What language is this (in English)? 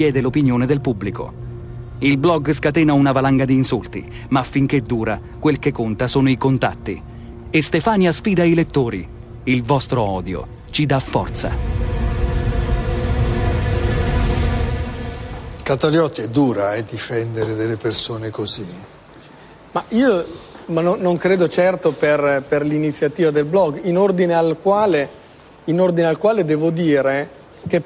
Italian